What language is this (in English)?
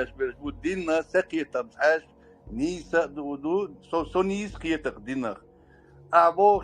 Chechen